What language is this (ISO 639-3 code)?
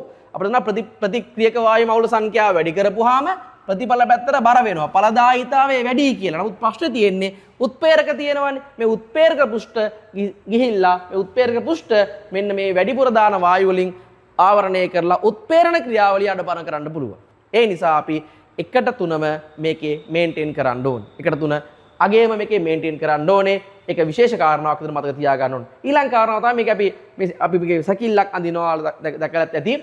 sin